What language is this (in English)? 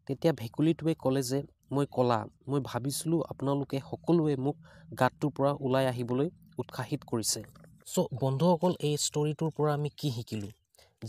Assamese